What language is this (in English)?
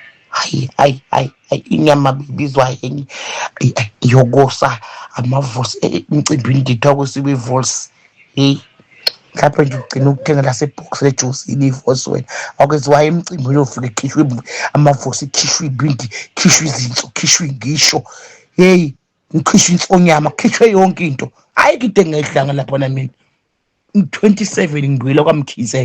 Zulu